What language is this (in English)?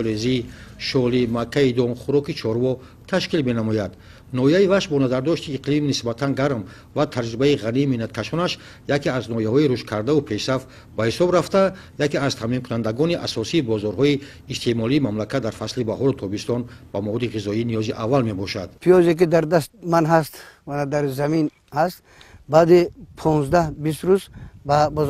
Tajik